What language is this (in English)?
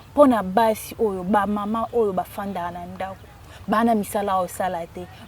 Lingala